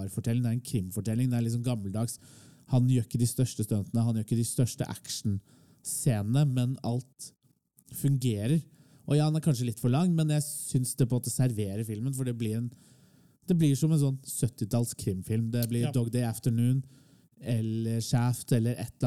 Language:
Norwegian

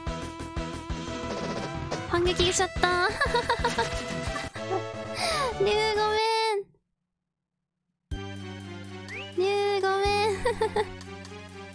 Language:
Japanese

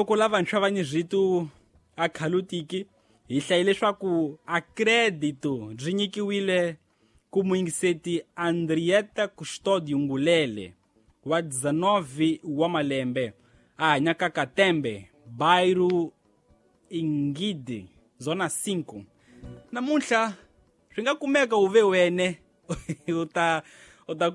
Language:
Tsonga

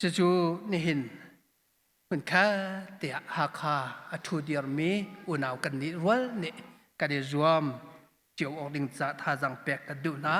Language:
Hakha Chin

